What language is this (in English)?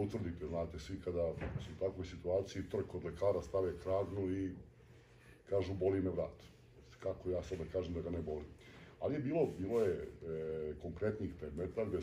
Serbian